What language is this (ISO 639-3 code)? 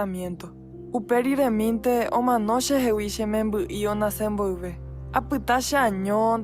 grn